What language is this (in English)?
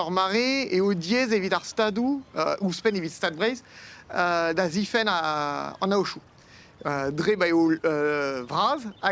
Breton